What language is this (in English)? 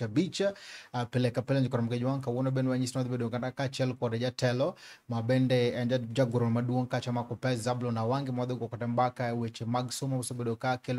Luo (Kenya and Tanzania)